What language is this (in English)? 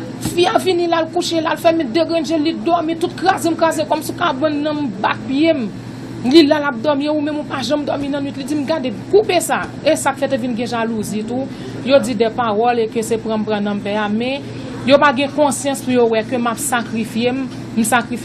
Haitian Creole